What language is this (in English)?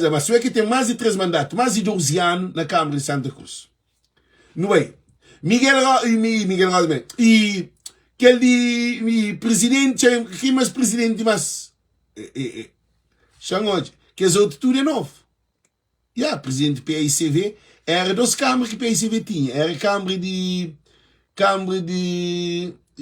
Kabuverdianu